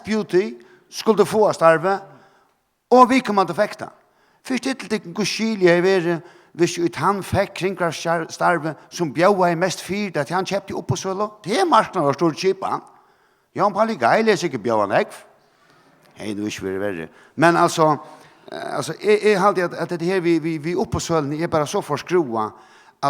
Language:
Faroese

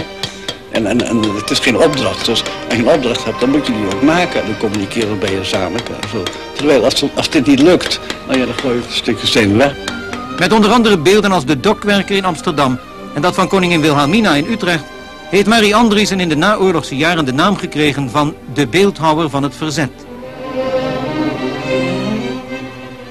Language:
Dutch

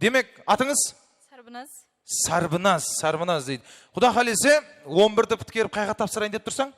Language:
Kara-Kalpak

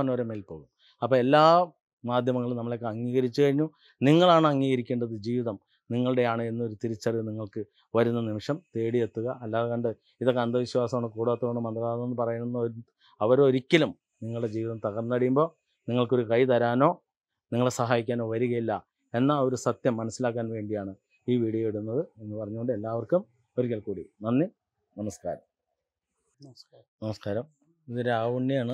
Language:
Malayalam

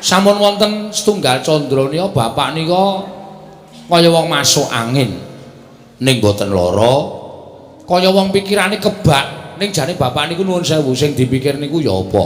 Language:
Javanese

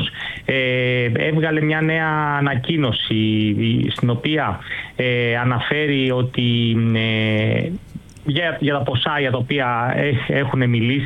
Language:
Greek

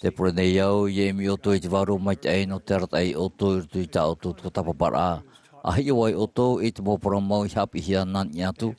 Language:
Tahitian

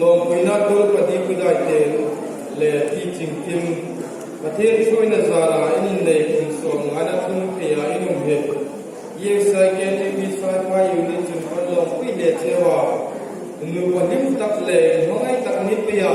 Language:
Hmar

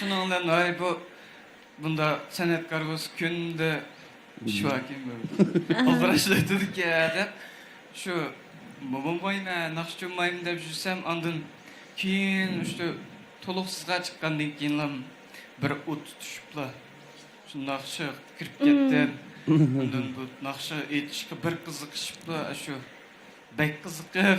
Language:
Uyghur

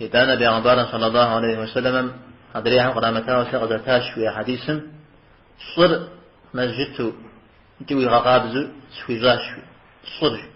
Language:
Kabardian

